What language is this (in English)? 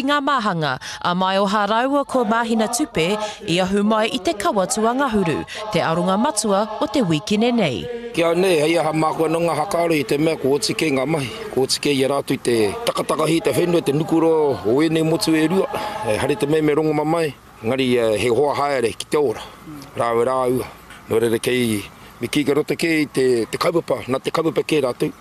Māori